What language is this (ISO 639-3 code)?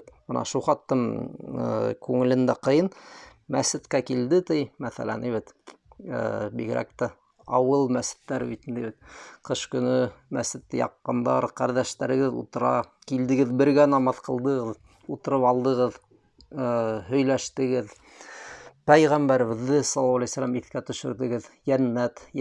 bak